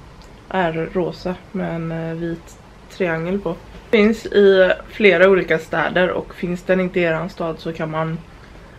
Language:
Swedish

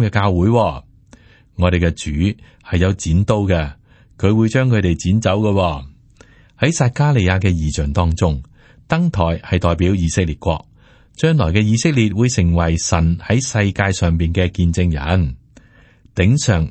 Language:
Cantonese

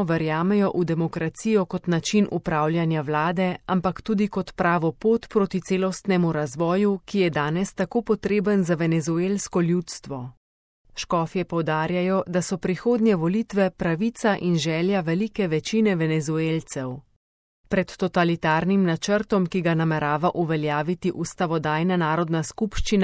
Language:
Slovenian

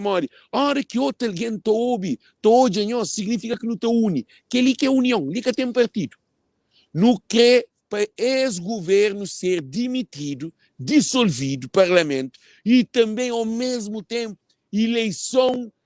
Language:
Kabuverdianu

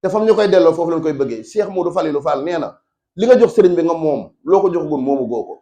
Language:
Wolof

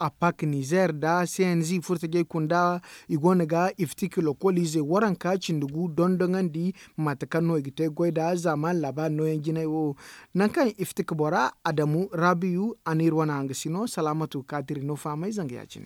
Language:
Zarma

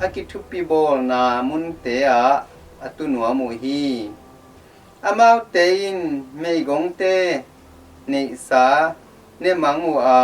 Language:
Tedim Chin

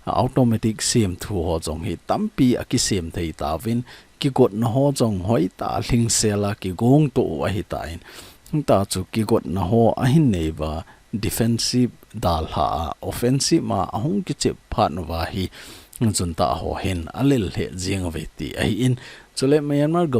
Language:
Thado Chin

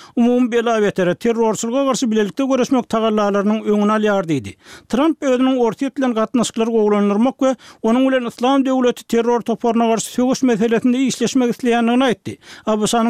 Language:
Turkmen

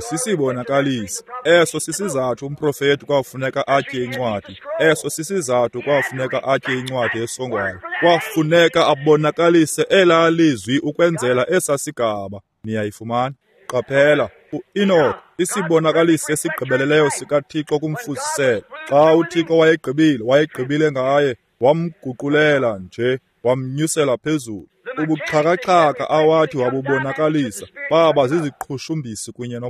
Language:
Xhosa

